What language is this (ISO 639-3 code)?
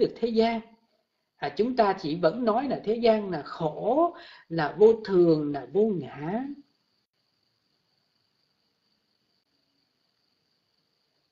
vie